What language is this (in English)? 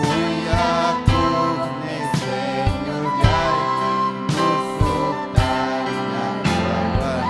Ayacucho Quechua